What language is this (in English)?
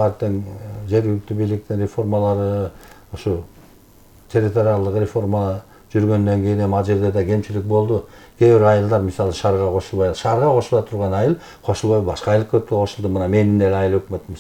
Kyrgyz